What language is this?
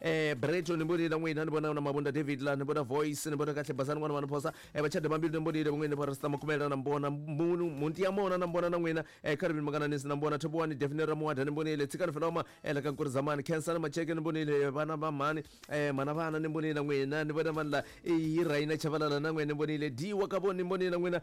Tsonga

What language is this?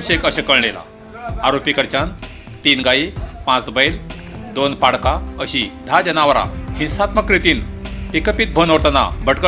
Konkani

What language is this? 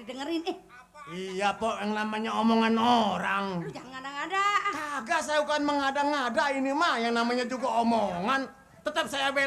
Betawi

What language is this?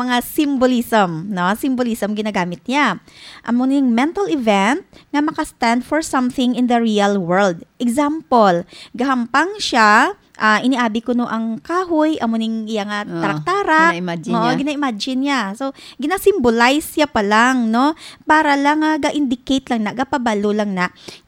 Hiligaynon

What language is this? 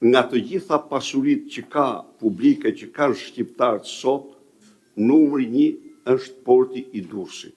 Albanian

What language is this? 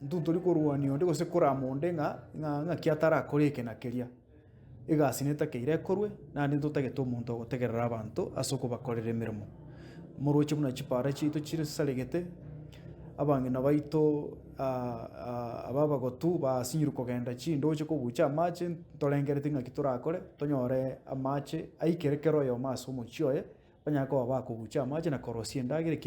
Gusii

